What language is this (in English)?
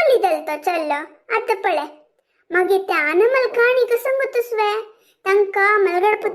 Konkani